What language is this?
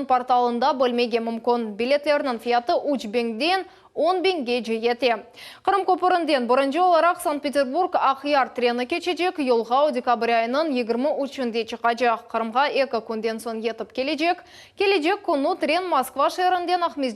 Crimean Tatar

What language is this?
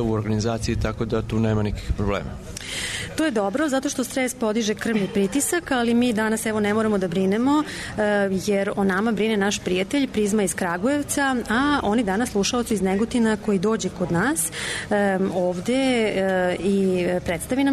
Serbian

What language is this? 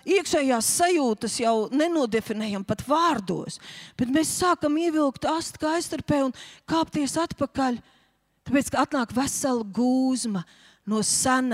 Latvian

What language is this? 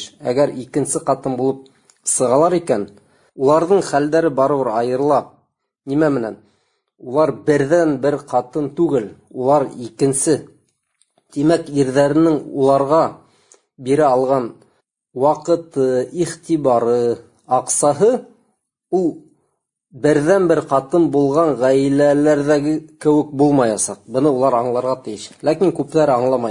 Bashkir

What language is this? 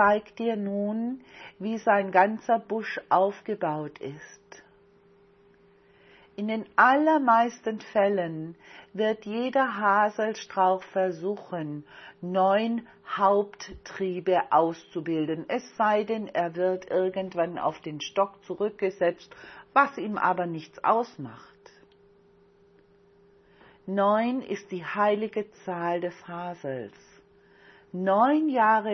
German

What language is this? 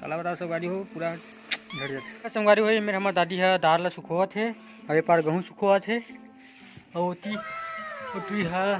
Chhattisgarhi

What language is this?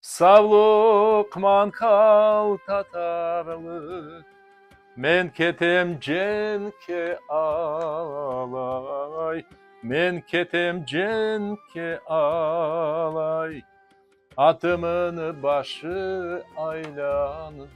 Crimean Tatar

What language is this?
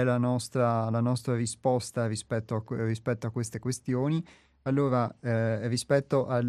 Italian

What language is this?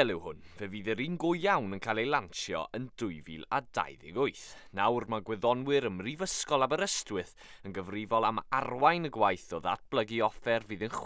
Welsh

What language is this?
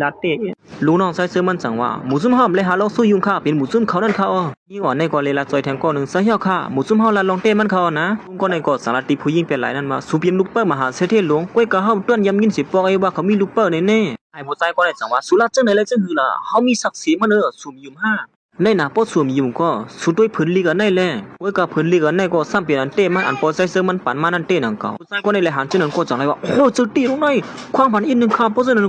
Shan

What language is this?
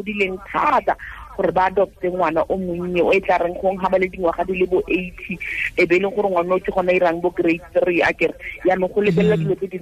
Tswana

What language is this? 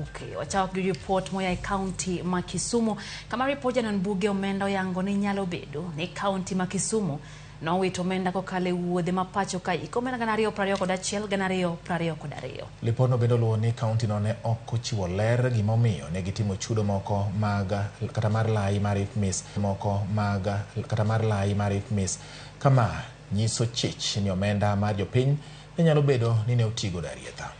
Luo (Kenya and Tanzania)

